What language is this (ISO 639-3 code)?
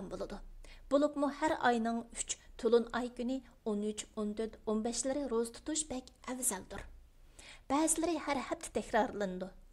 uig